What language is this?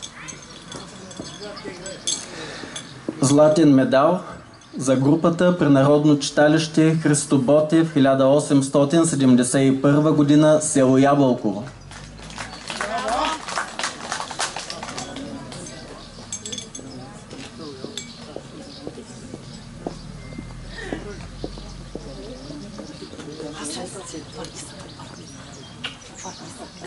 Bulgarian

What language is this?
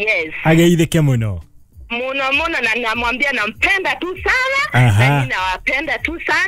Kikuyu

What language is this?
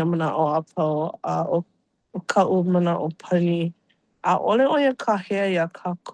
Hawaiian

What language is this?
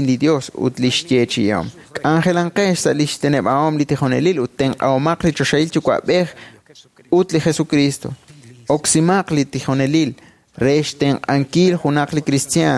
Kekchí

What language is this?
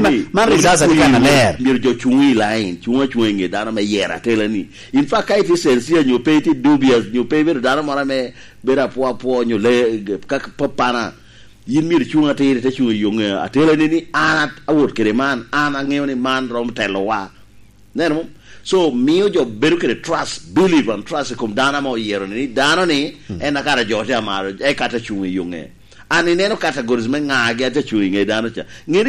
Lango (Uganda)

